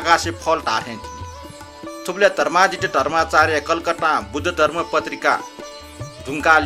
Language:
Newari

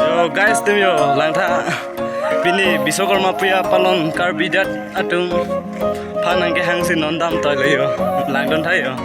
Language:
Karbi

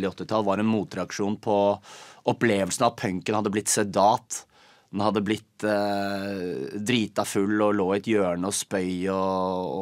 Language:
Norwegian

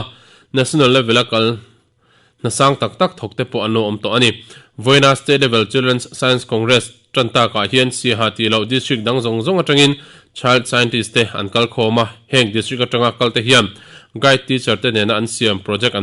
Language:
Mizo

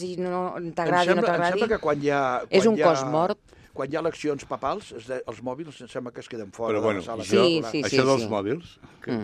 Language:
Catalan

